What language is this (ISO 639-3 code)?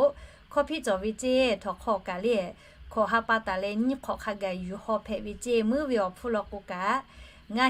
lhu